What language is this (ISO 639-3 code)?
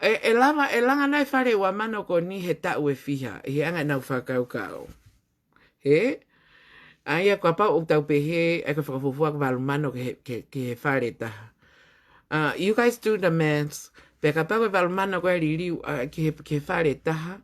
ton